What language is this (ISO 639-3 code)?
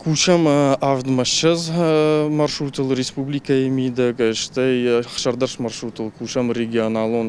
oss